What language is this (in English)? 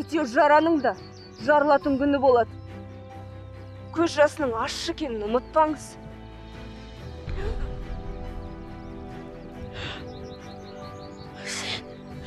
Kazakh